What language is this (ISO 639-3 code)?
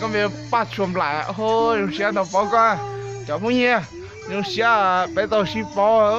hmn